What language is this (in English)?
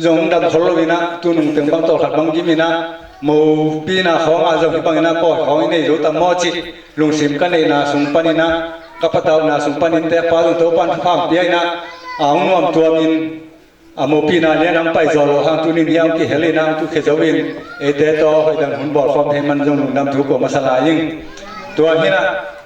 Tedim Chin